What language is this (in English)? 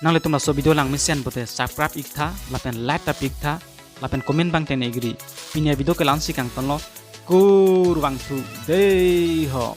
Karbi